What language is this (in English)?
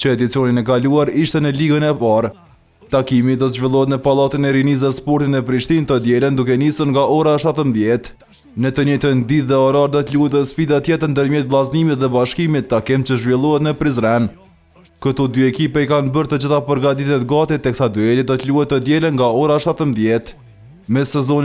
Albanian